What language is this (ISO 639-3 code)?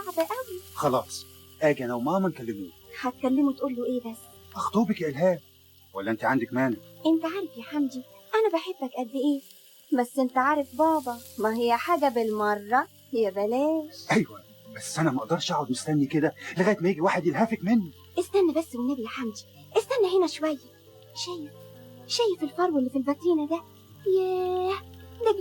arz